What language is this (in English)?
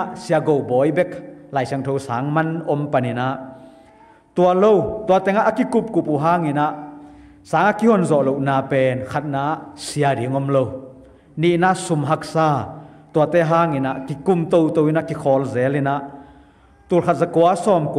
Tedim Chin